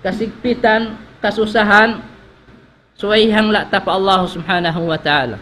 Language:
Tausug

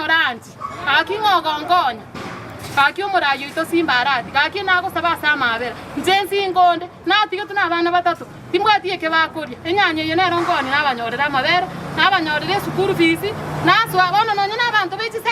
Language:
Gusii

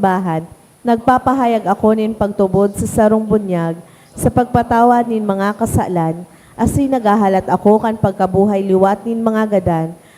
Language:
Bikol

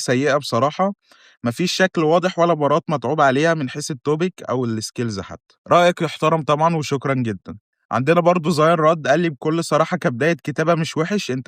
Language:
Egyptian Arabic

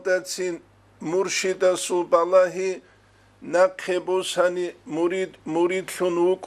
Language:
Avaric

